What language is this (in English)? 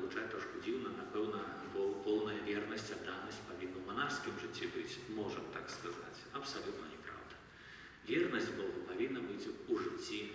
Belarusian